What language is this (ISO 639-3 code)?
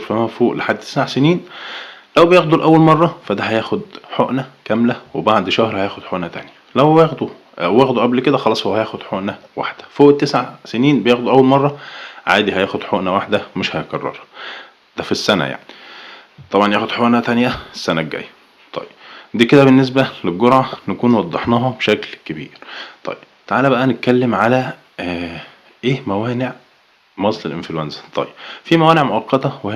arz